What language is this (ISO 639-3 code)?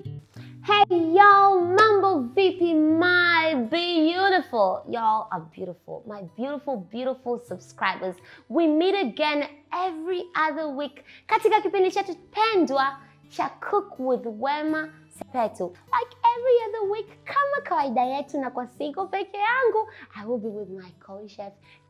swa